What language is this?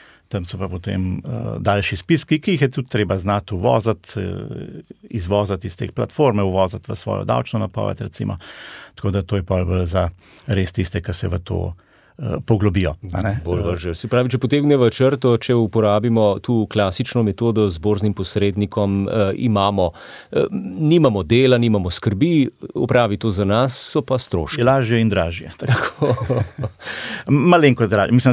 Slovenian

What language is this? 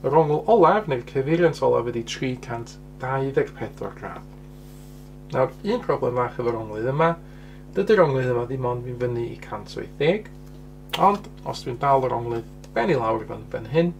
Welsh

